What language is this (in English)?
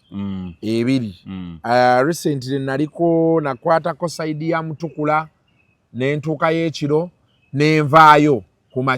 Ganda